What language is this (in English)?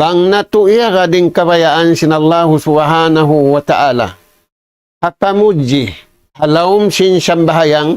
Tausug